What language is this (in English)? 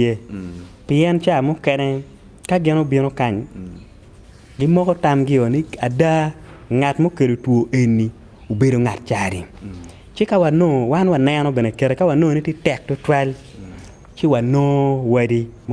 Acoli